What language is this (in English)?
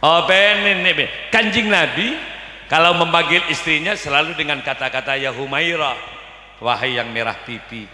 Madurese